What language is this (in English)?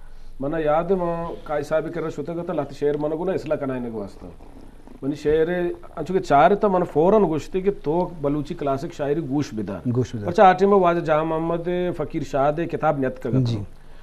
Eastern Balochi